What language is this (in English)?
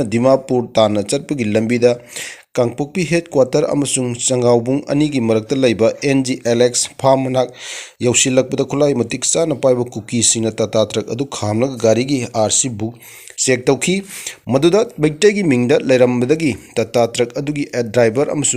Manipuri